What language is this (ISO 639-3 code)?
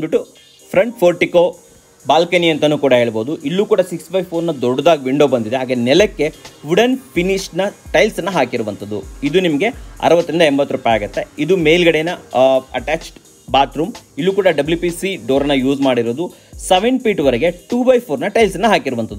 kan